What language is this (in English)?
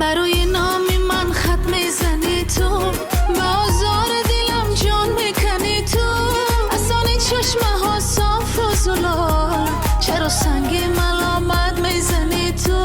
Tajik